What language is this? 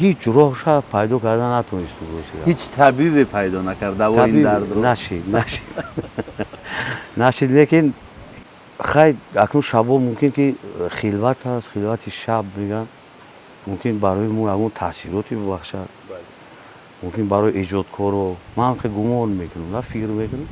Tajik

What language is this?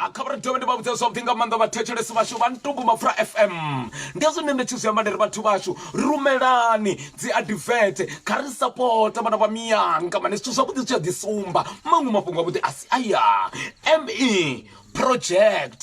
Venda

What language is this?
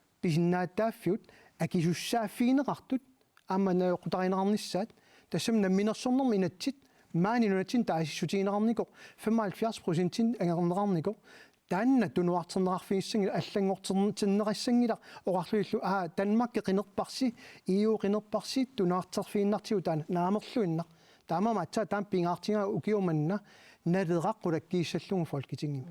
Kalaallisut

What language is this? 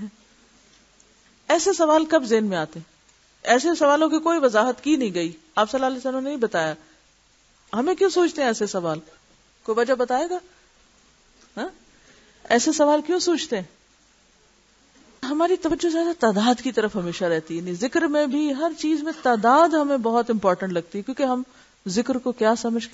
Urdu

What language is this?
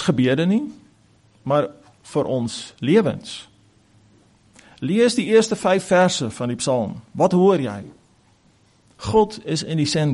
Afrikaans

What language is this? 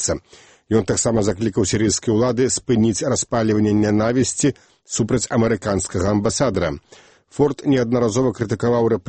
Belarusian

